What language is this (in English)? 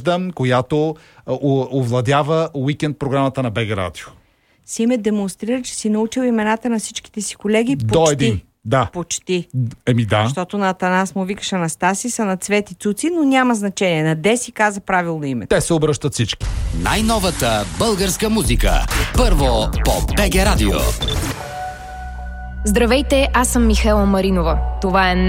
Bulgarian